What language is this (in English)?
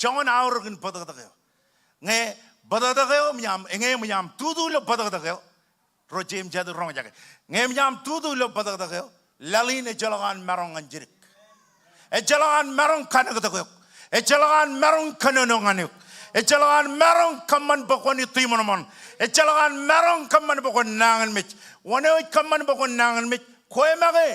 Marshallese